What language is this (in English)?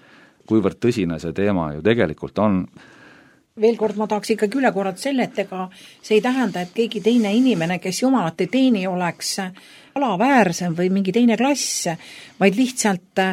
Estonian